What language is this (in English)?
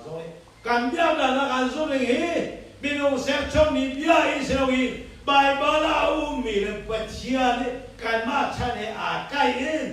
Hakha Chin